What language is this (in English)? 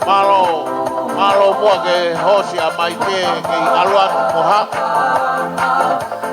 Tongan